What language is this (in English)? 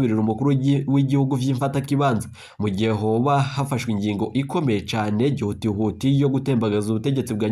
Rundi